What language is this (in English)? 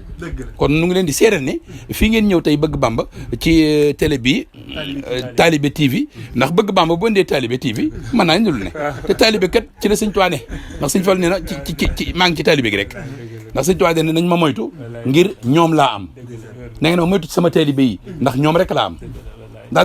Wolof